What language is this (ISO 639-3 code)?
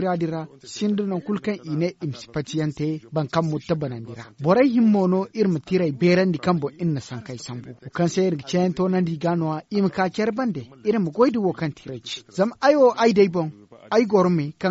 dje